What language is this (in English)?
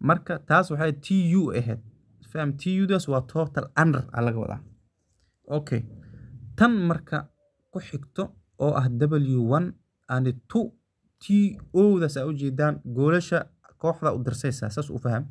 Somali